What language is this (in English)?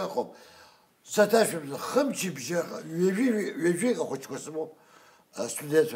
Abkhazian